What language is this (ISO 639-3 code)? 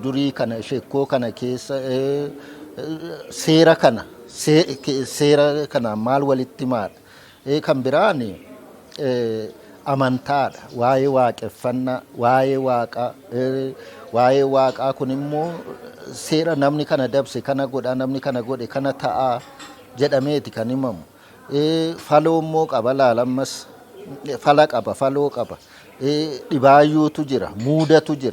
orm